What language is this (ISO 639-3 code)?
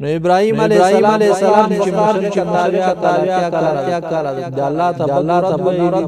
pus